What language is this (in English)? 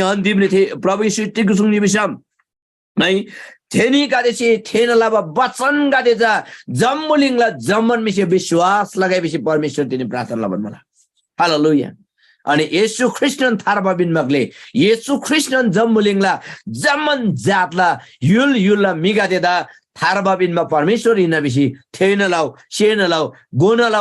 Eastern Tamang